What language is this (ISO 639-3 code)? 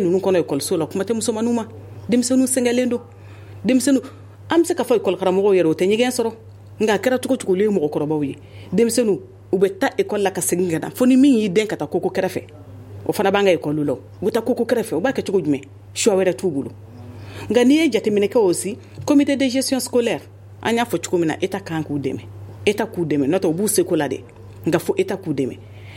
bam